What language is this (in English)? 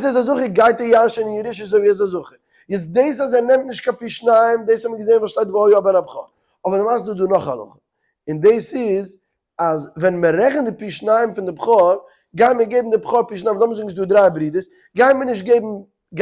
Yiddish